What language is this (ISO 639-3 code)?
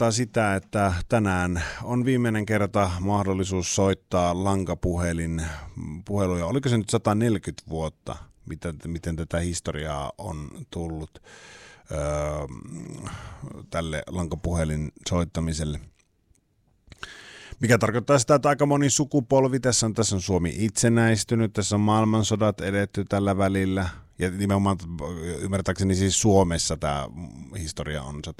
fin